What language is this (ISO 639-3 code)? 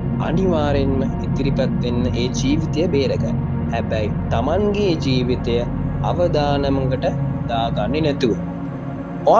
sin